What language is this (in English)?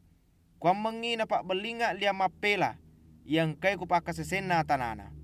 Buginese